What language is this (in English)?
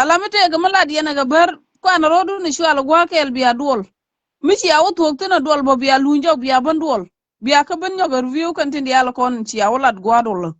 Nuer